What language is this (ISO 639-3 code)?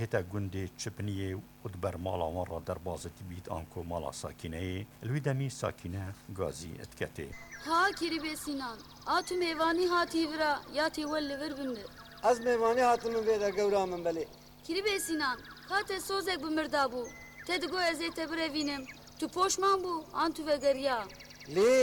kur